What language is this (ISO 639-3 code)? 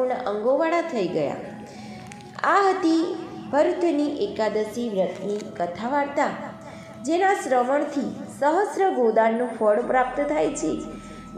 guj